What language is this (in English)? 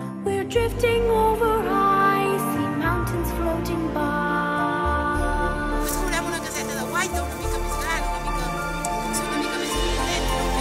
Catalan